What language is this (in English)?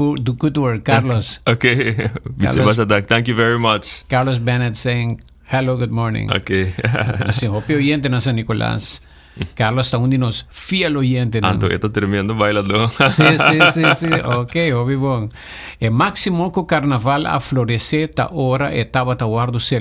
Papiamento